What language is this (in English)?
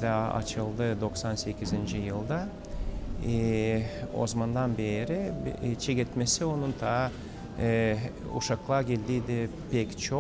Gagauz